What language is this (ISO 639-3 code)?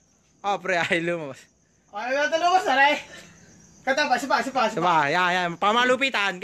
fil